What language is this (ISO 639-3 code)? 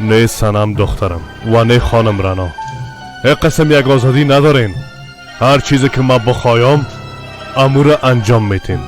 fas